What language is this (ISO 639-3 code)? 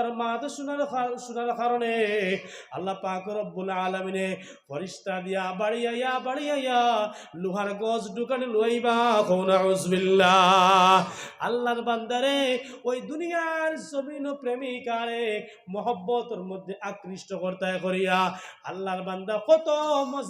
syl